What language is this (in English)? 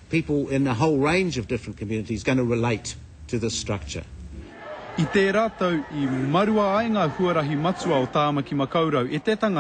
Māori